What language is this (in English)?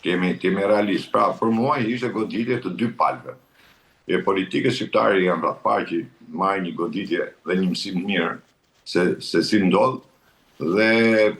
Albanian